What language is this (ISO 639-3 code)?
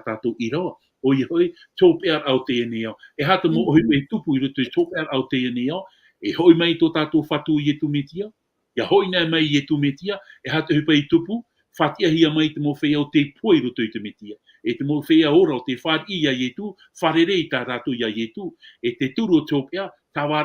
tah